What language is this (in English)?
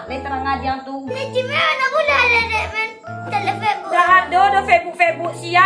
Minangkabau